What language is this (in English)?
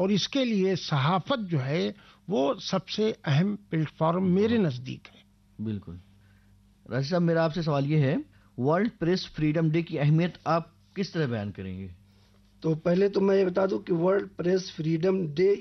Urdu